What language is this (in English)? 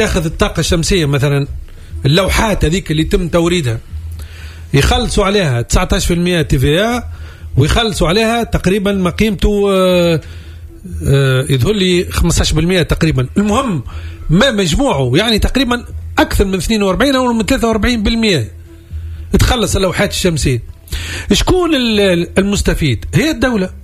Tunisian Arabic